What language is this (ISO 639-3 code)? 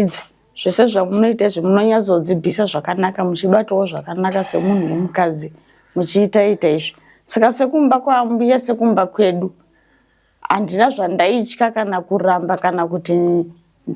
sna